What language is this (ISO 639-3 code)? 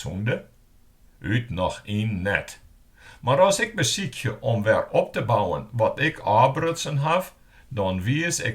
fry